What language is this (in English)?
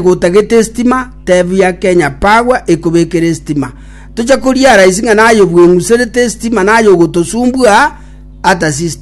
Gusii